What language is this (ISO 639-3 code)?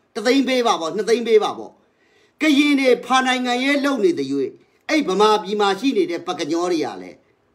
mya